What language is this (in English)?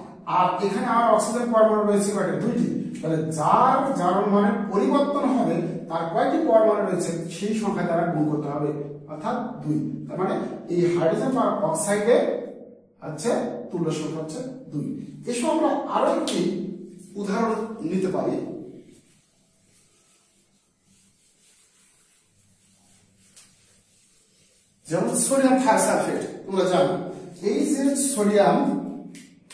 Bangla